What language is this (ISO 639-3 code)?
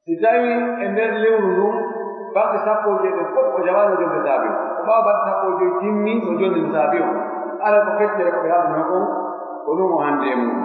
fuf